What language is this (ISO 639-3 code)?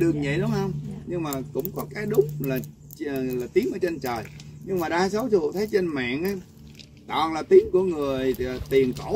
vie